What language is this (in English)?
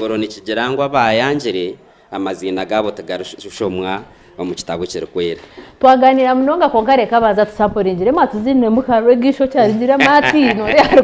Nyankole